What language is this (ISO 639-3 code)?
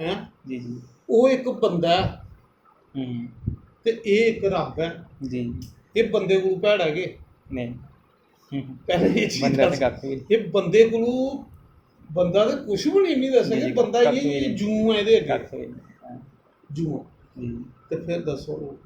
doi